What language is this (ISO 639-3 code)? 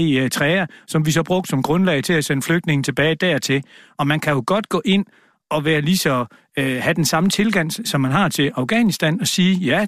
dan